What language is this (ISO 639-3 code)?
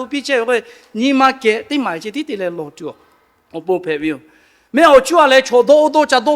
lhu